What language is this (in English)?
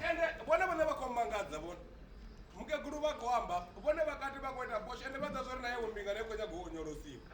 Venda